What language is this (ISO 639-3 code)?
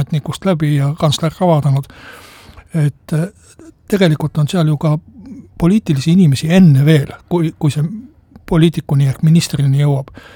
est